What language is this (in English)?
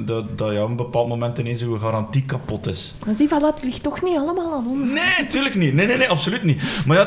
Dutch